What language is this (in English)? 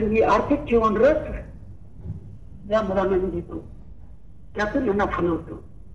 Marathi